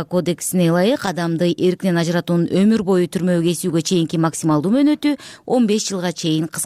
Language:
Kyrgyz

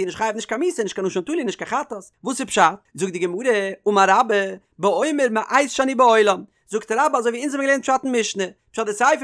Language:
Yiddish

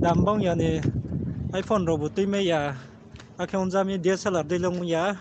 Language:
Riang (India)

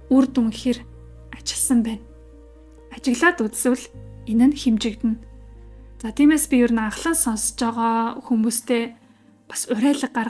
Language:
Mongolian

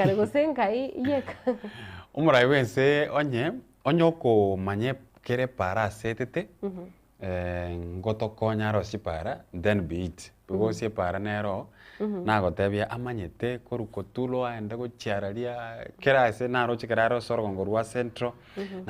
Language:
Gusii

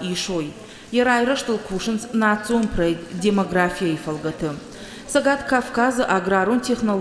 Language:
Ossetic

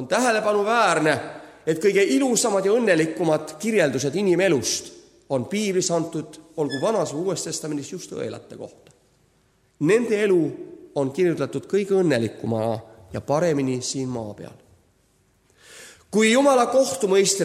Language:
Estonian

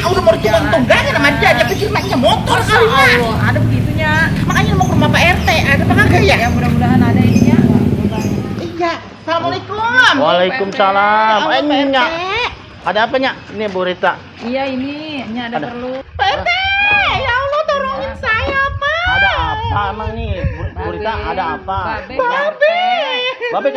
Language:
Betawi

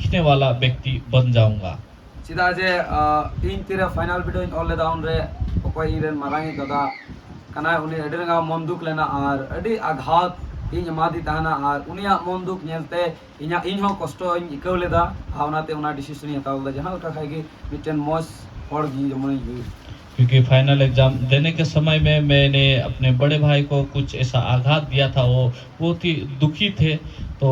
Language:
Santali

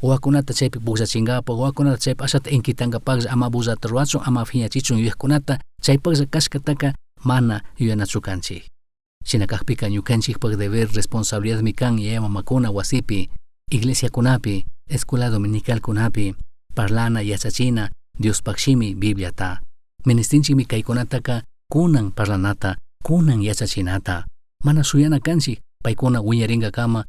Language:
Chimborazo Highland Quichua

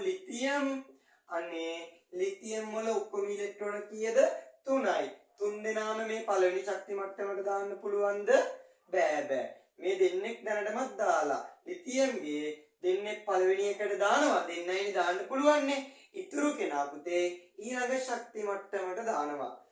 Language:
Sinhala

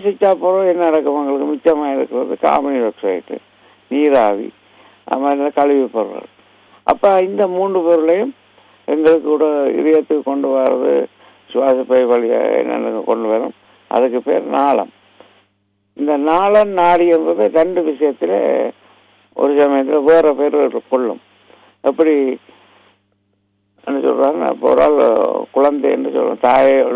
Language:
Tamil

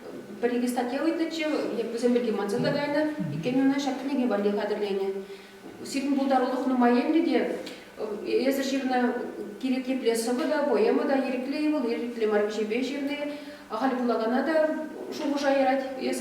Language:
Chuvash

